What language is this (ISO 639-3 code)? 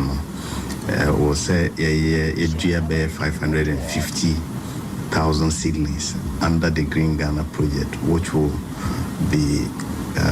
aka